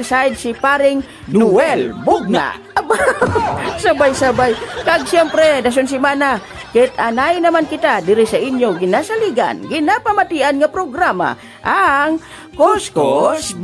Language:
Hiligaynon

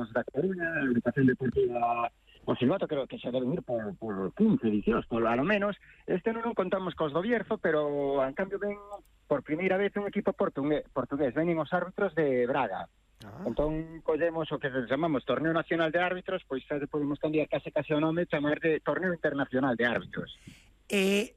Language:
Galician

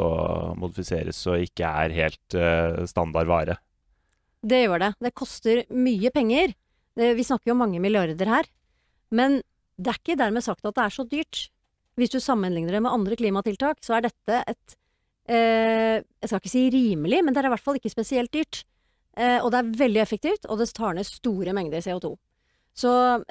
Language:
Norwegian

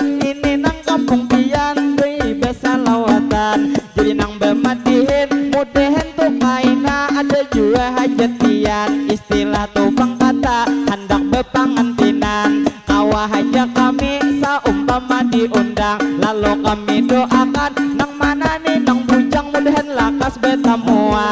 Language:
Banjar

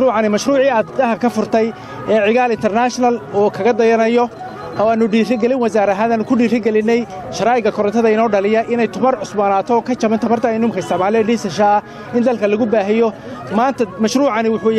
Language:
Somali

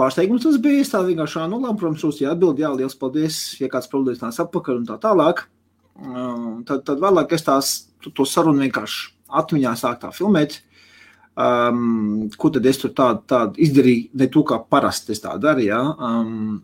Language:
Latvian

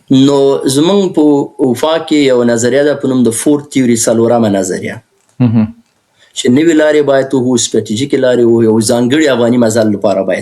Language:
Pashto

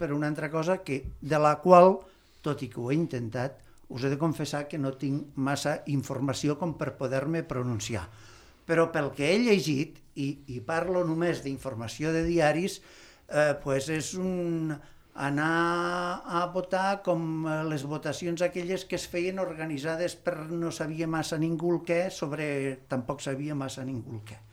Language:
Catalan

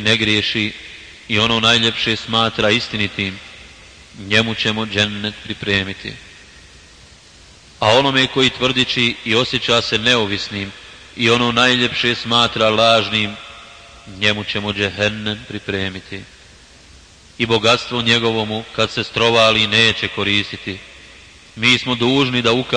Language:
Bosnian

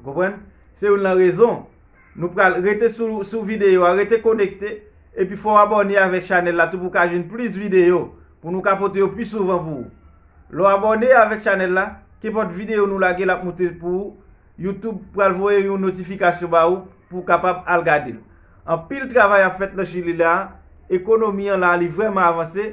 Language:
Haitian Creole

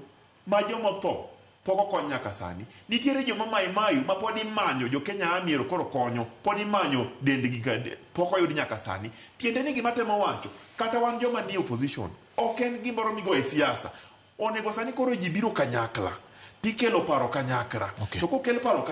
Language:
Luo (Kenya and Tanzania)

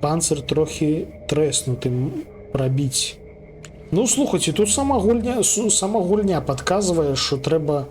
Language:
Belarusian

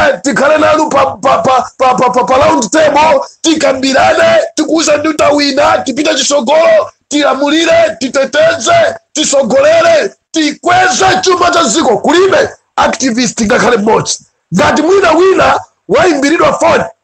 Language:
Nyanja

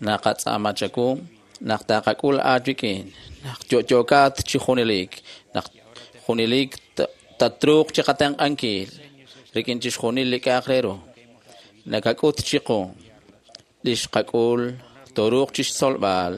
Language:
Kekchí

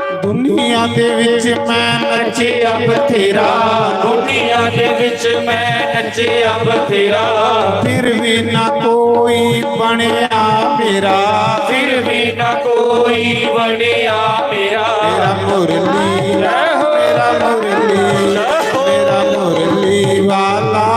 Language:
Dogri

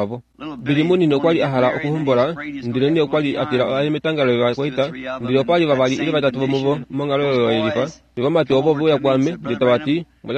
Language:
Kuanyama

